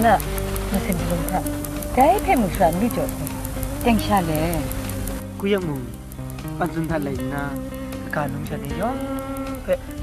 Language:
Kachin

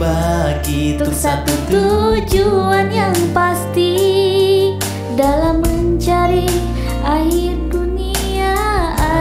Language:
Indonesian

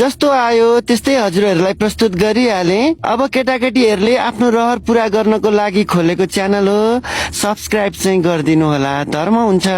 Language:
Nepali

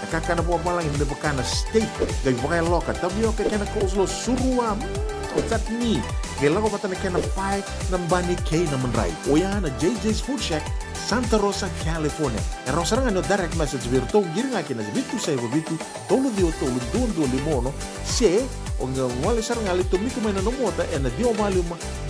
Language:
Fijian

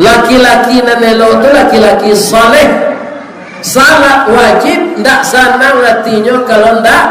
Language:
Minangkabau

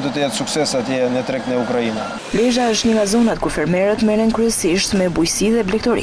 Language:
Albanian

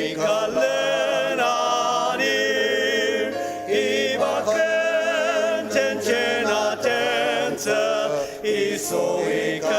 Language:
Ao Naga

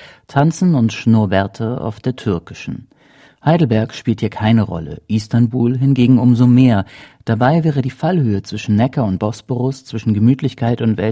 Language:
German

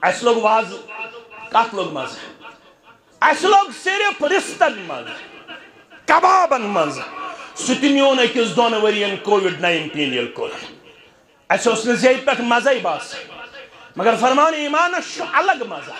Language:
Kashmiri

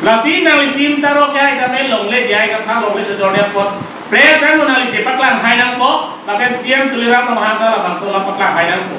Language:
Karbi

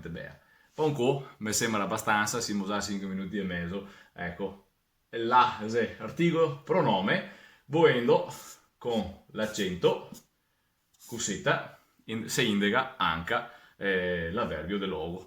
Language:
Venetian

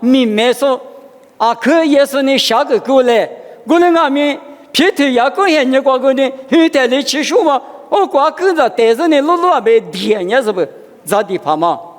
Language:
Lisu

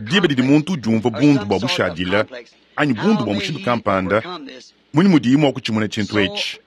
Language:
Luba-Lulua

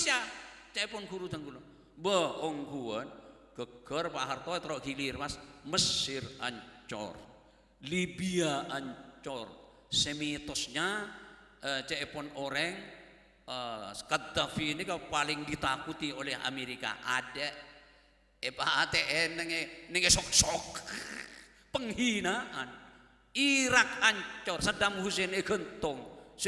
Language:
Madurese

